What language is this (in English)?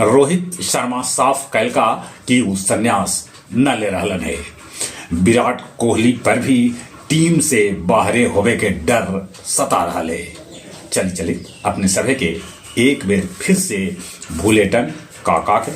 Magahi